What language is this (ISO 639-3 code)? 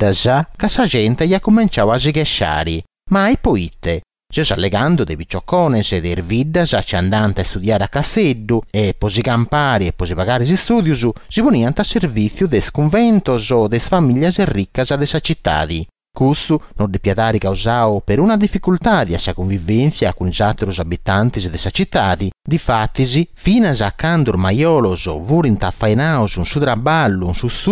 srd